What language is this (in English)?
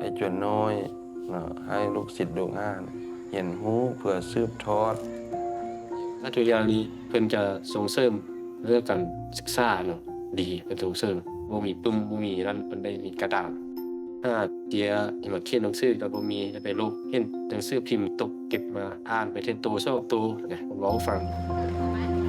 Lao